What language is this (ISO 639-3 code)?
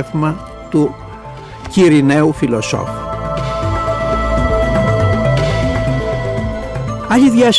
ell